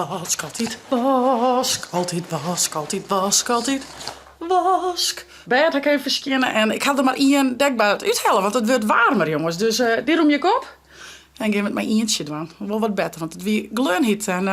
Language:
Western Frisian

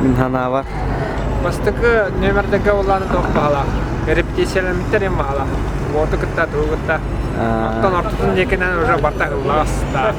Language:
Yakut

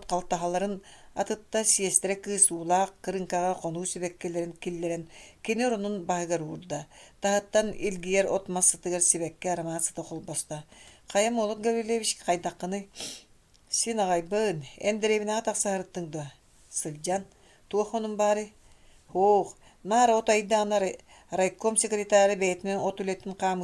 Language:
Yakut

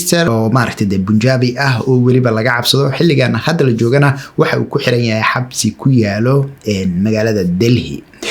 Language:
Somali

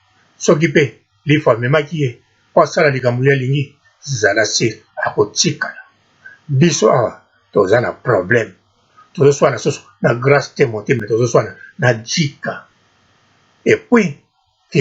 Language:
Lingala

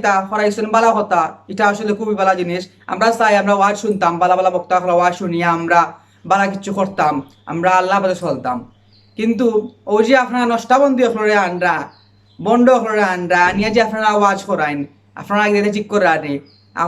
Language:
Sylheti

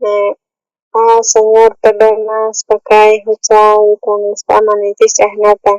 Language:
South Bolivian Quechua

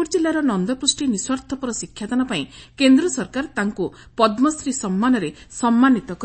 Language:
Odia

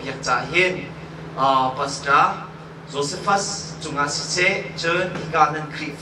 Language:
Hakha Chin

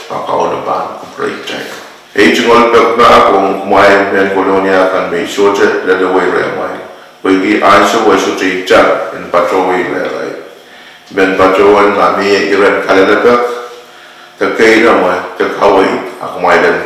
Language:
Pohnpeian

